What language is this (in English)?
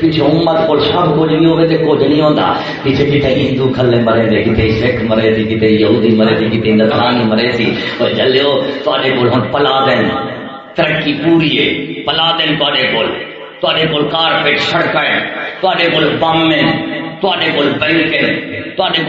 Saraiki